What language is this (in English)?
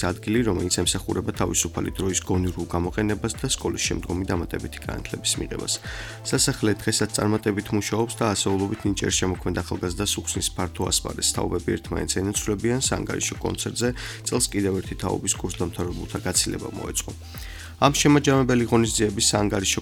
Georgian